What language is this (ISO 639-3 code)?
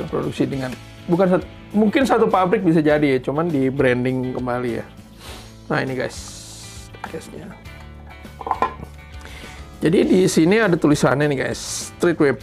ind